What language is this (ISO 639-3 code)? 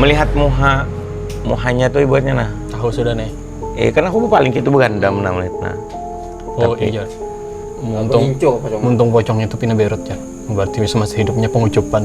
bjn